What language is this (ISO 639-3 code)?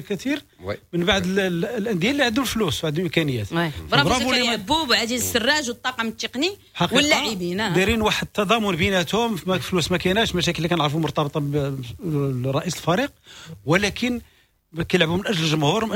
ary